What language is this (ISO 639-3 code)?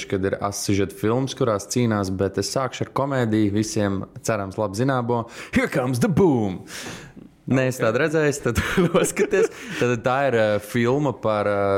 lav